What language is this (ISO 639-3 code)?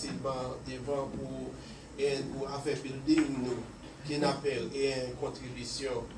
hat